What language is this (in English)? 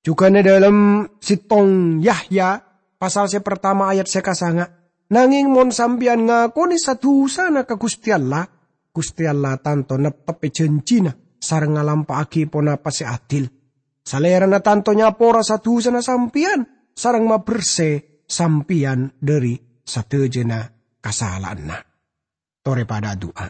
Madurese